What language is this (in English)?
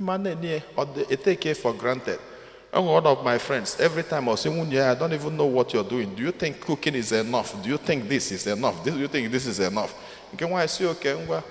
Igbo